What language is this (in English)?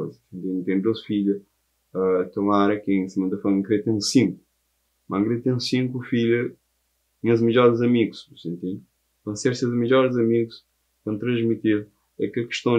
Kabuverdianu